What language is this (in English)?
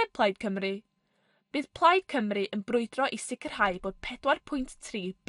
Welsh